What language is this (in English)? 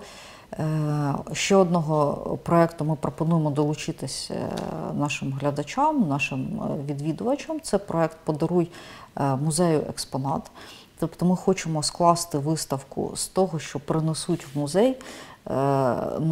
Ukrainian